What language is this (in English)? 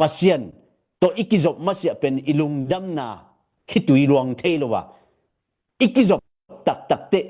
Tedim Chin